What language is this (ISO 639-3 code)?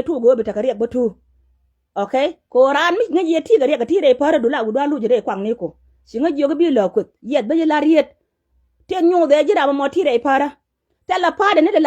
nus